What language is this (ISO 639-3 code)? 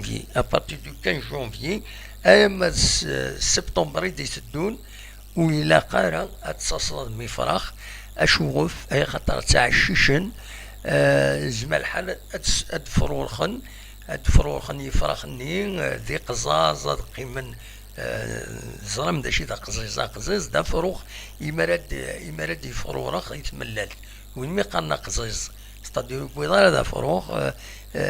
kab